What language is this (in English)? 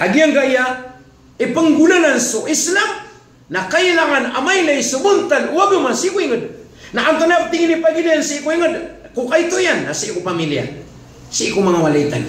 Maranao